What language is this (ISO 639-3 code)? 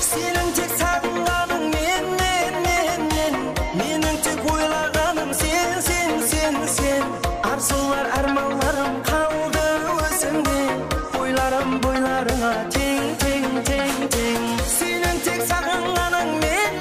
kaa